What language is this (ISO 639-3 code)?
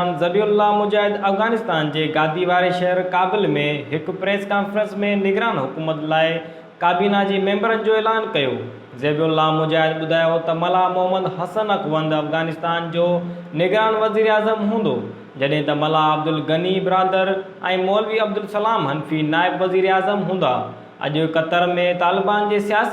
snd